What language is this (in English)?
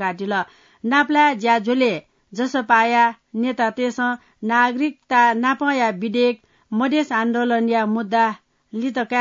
Newari